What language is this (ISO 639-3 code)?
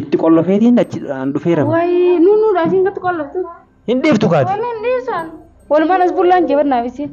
orm